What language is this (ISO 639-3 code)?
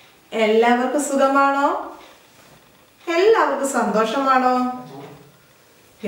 mal